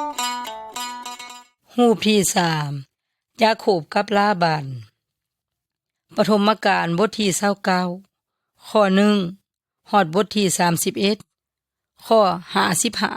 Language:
Yoy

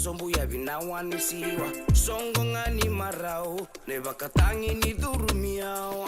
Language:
Fijian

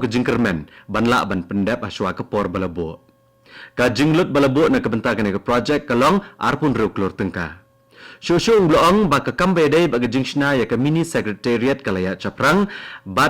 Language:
Khasi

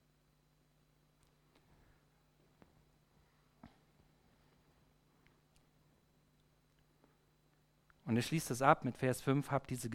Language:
German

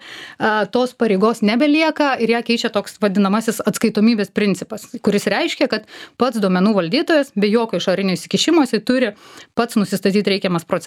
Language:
Lithuanian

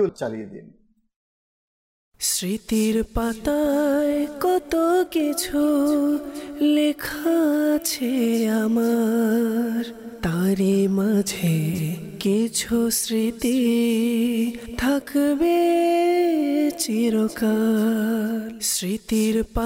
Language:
Bangla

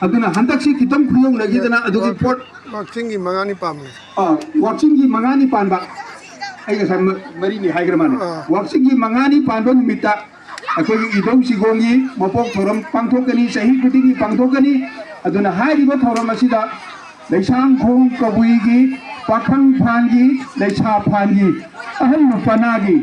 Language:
Manipuri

